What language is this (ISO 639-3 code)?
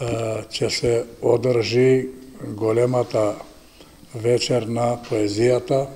mkd